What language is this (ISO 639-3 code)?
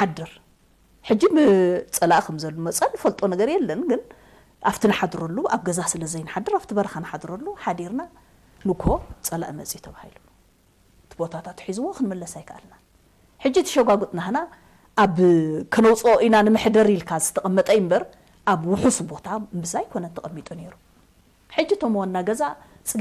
tir